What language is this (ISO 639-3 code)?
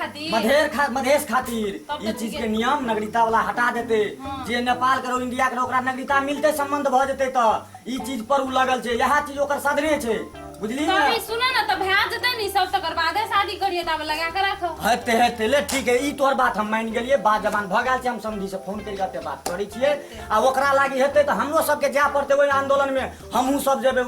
mai